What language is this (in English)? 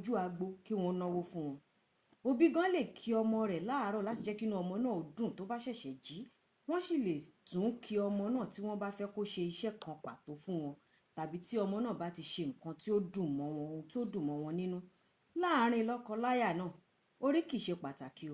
Yoruba